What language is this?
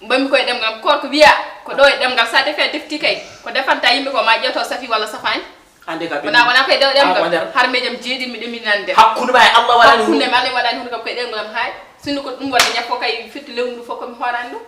Fula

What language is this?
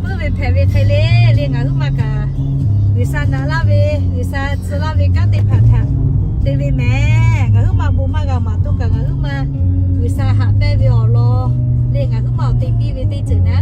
Lahu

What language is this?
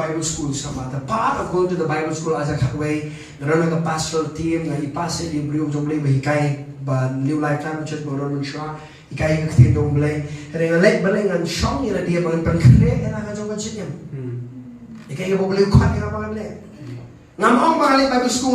Khasi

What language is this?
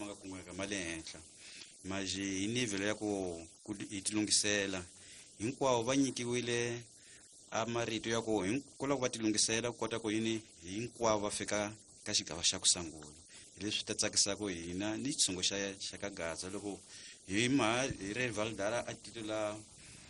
Tsonga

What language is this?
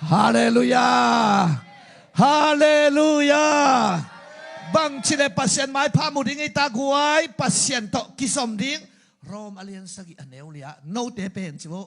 Tedim Chin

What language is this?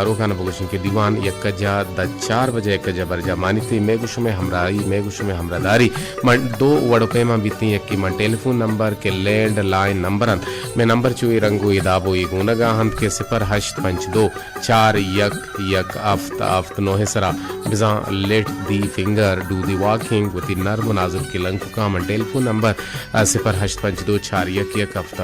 Baluchi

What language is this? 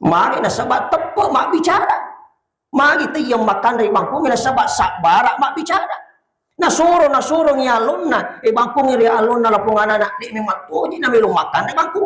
Buginese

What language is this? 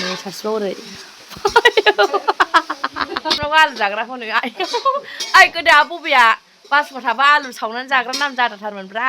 Bodo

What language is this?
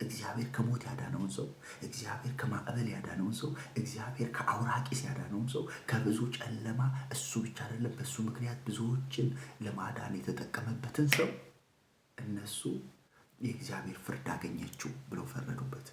Amharic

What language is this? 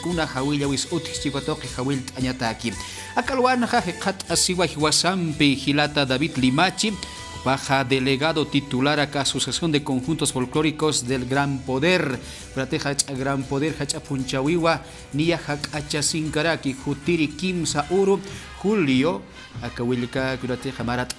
Aymara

